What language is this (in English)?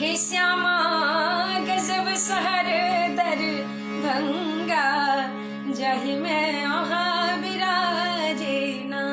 Maithili